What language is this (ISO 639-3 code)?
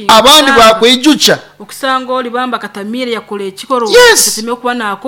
nyo